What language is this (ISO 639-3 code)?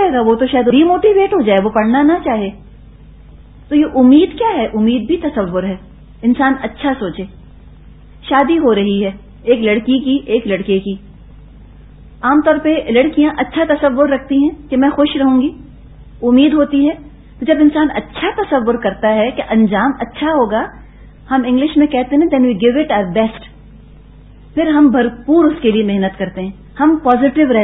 urd